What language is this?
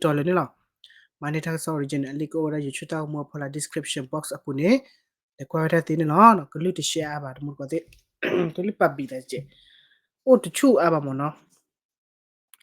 S'gaw Karen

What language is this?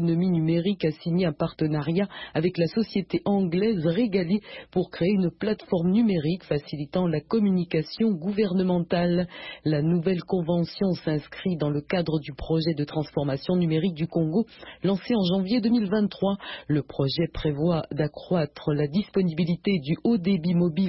French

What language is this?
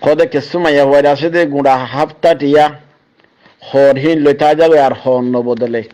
Rohingya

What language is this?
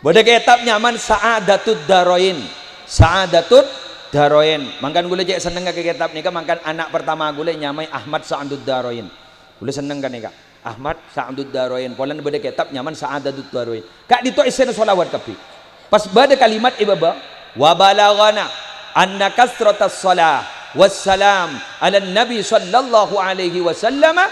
Madurese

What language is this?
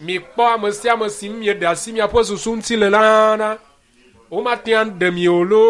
Ewe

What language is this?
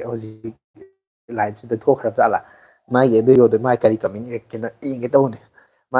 Manipuri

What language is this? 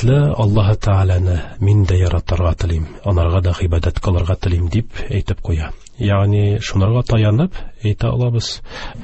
Tatar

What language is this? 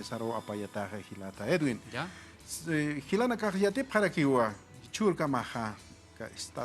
Aymara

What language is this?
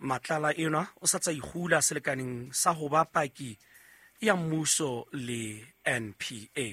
Southern Sotho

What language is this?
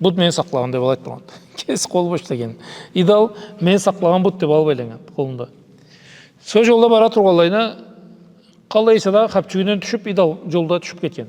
Karachay-Balkar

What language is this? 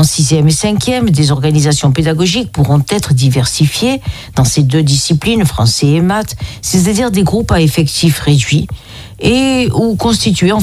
French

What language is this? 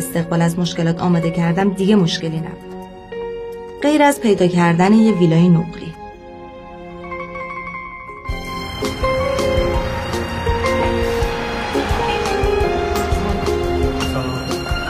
Persian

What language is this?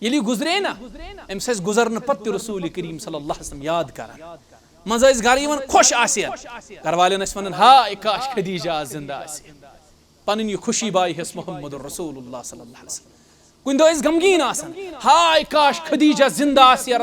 Kashmiri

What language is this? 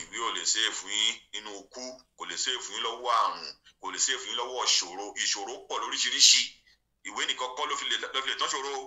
Yoruba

